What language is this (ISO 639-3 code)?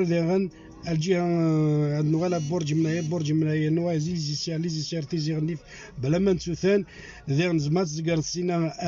kab